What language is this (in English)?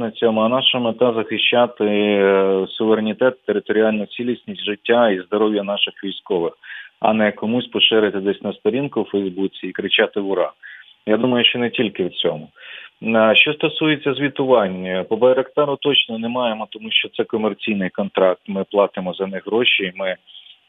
Ukrainian